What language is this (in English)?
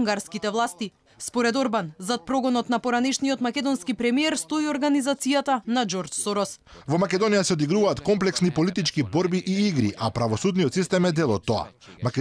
Macedonian